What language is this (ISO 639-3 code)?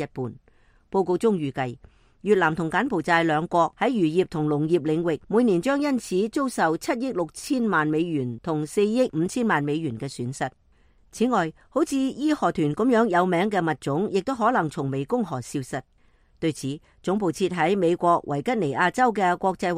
yue